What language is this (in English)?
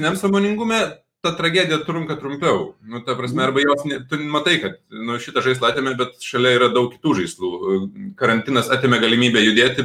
Lithuanian